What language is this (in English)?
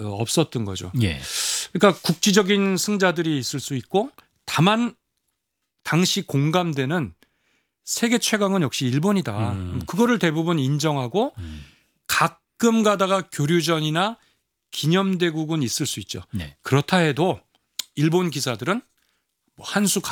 Korean